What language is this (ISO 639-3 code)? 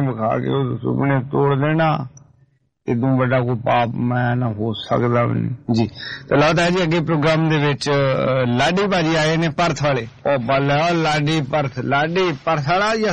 pan